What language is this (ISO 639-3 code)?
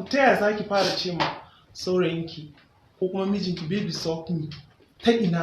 hau